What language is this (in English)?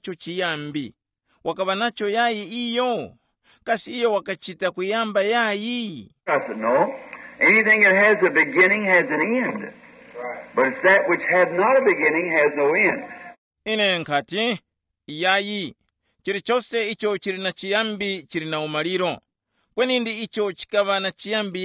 Tumbuka